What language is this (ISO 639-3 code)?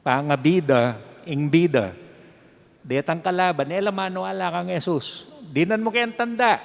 pam